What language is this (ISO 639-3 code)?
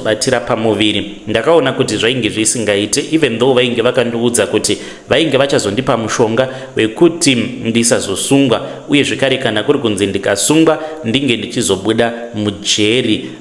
sna